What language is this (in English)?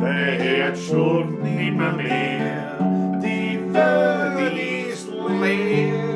Bavarian